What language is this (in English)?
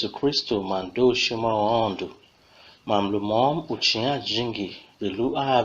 Tiv